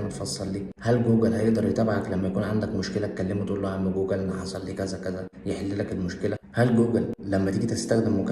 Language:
Egyptian Arabic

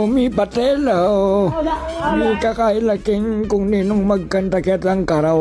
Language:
Pampanga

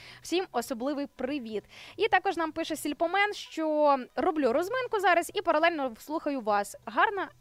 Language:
Ukrainian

